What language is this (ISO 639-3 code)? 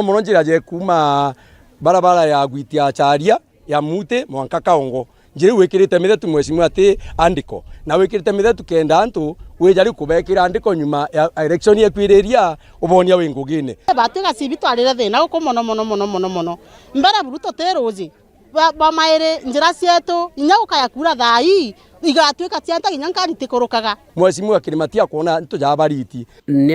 mer